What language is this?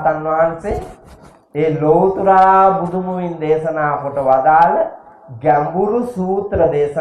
Sinhala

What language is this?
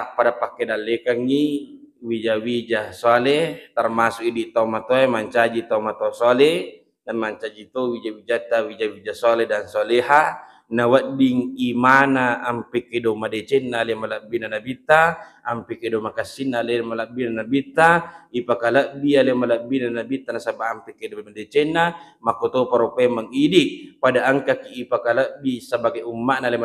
Buginese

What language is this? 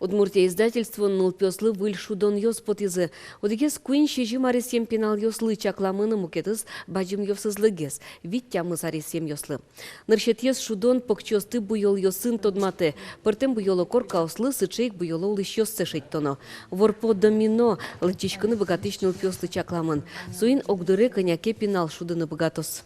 Udmurt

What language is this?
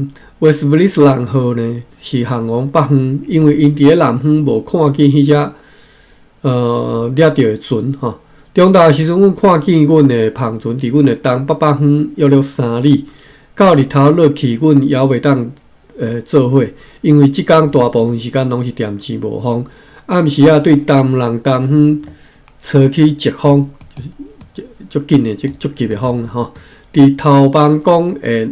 Min Nan Chinese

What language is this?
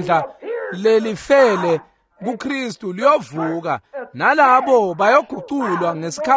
Swati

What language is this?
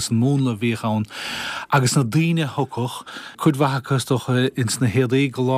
Irish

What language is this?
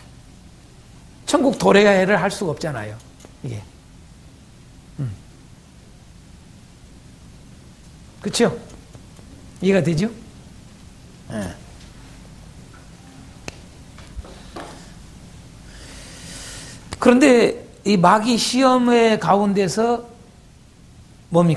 Korean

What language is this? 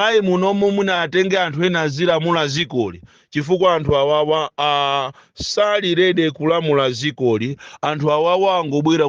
Nyanja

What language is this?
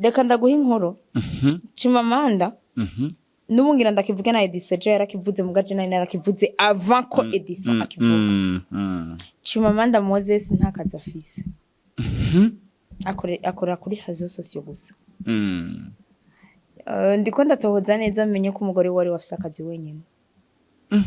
Rundi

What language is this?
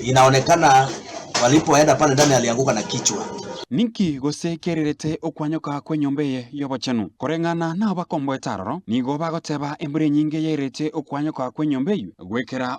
Gusii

